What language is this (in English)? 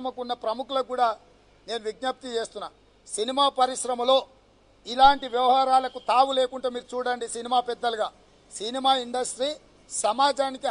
Telugu